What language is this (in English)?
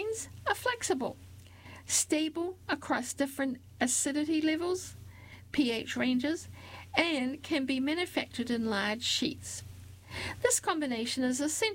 English